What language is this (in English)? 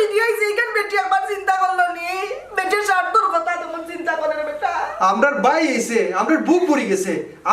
Sylheti